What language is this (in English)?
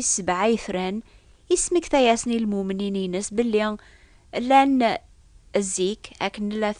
Kabyle